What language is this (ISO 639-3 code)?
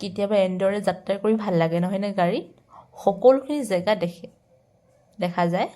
asm